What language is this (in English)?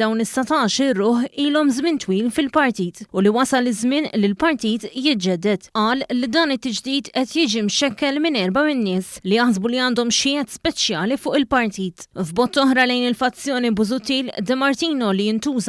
Maltese